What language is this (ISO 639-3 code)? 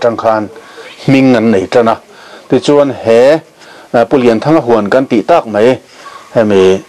lus